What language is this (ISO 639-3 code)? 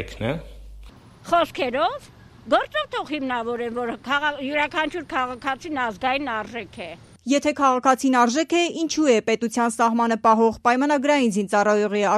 hye